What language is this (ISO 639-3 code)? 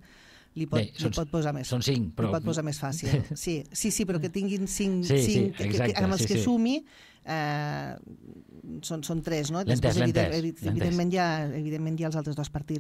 cat